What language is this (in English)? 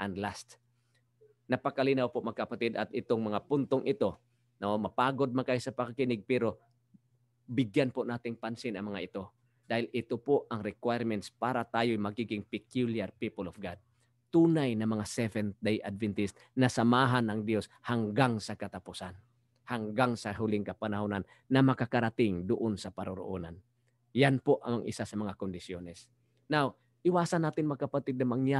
Filipino